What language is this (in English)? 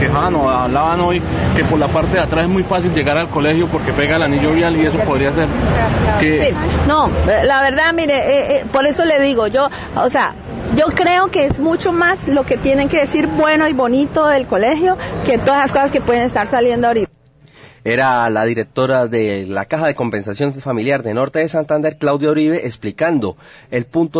Spanish